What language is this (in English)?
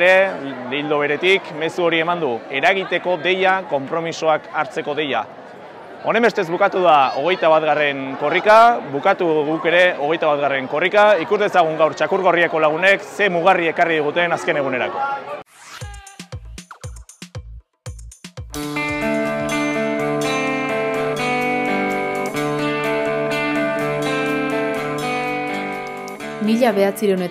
Basque